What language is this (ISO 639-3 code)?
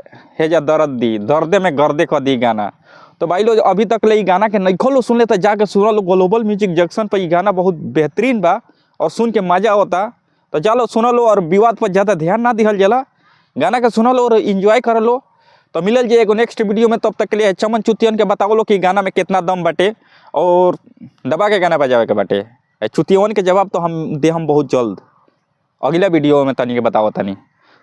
bho